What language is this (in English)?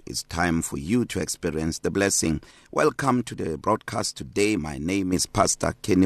English